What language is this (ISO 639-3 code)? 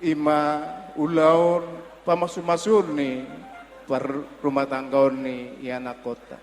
bbc